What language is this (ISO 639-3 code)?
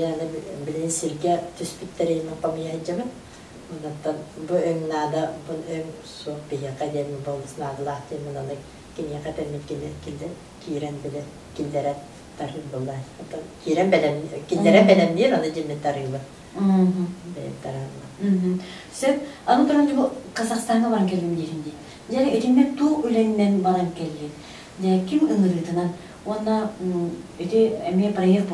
sah